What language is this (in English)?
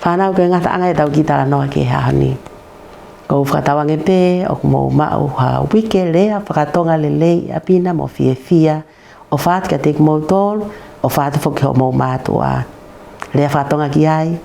Tongan